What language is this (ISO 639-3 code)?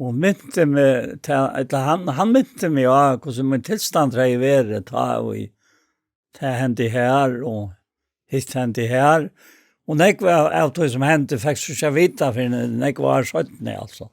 fao